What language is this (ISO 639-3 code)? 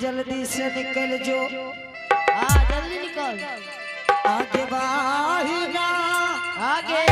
anp